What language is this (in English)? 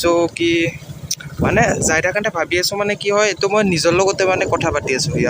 Assamese